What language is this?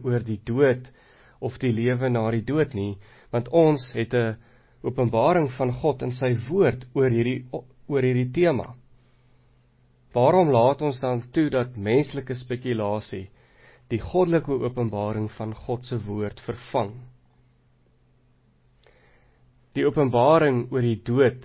Afrikaans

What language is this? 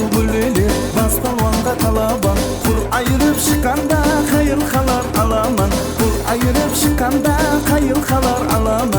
Kara-Kalpak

